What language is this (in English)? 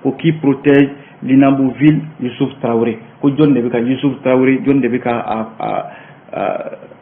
Bambara